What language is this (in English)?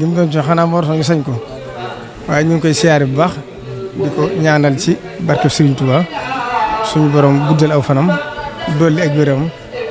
Wolof